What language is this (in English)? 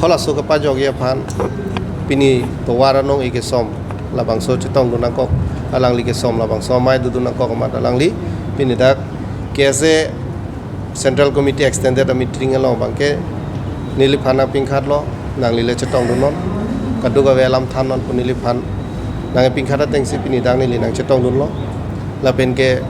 Karbi